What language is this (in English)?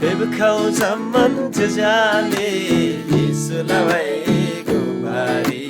Eastern Tamang